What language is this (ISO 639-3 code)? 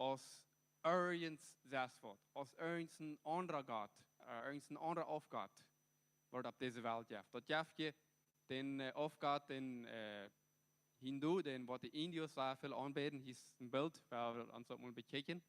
pdt